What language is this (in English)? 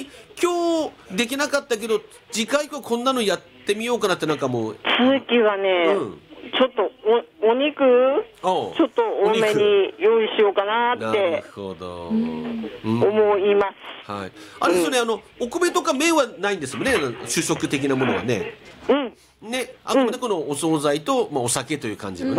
Japanese